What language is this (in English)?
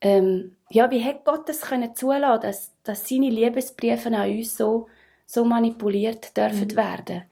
Swiss German